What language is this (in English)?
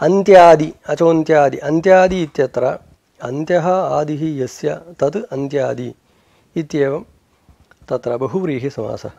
Sanskrit